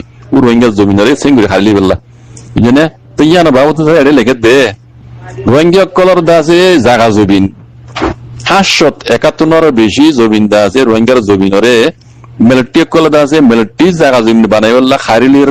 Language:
Rohingya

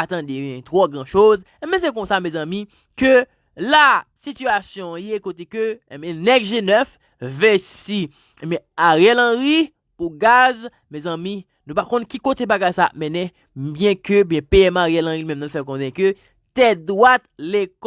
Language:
Haitian Creole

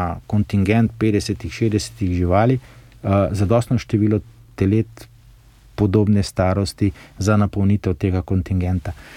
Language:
Slovenian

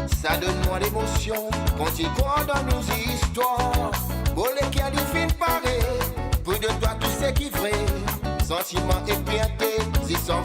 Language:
Morisyen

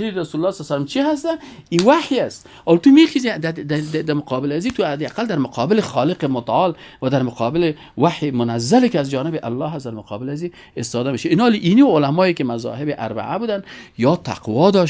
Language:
Persian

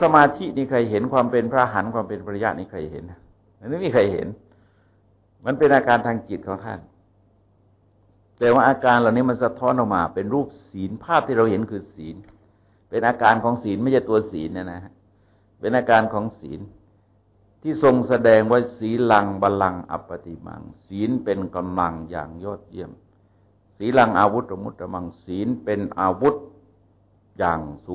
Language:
Thai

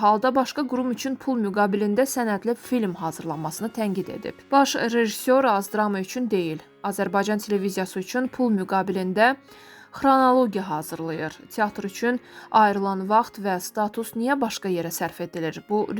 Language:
Azerbaijani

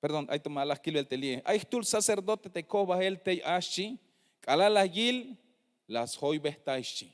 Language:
Tzeltal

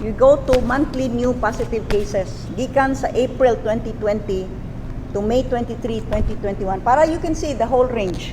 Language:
Cebuano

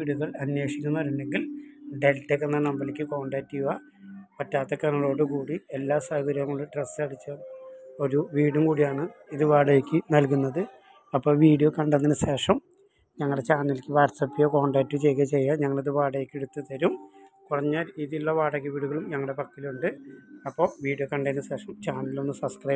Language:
Malayalam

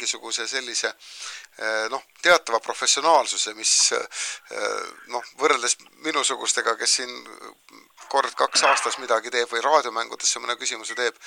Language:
Estonian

